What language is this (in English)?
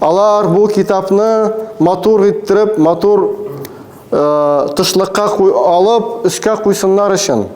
Tatar